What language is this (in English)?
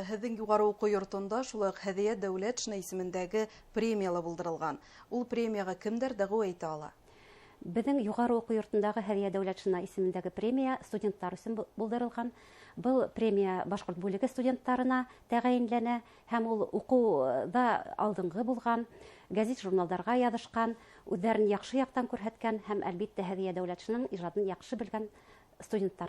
Bashkir